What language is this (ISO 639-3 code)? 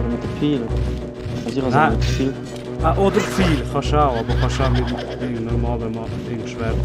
gsw